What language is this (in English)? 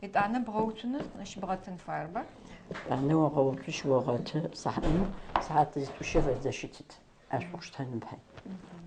Adyghe